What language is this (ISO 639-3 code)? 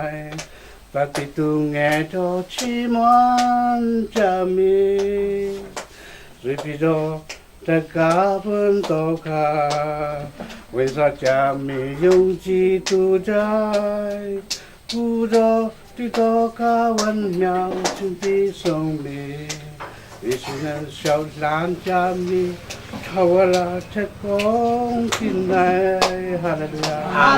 cfm